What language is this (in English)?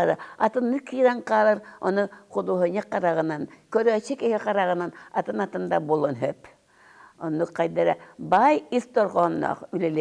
Yakut